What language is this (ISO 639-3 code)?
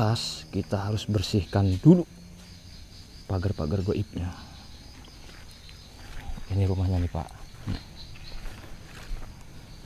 ind